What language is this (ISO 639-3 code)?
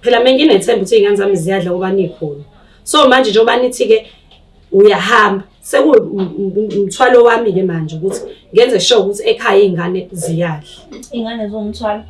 zul